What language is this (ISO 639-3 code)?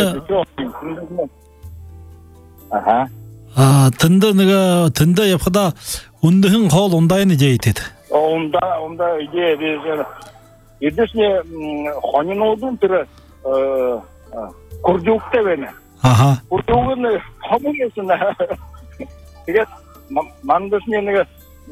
bua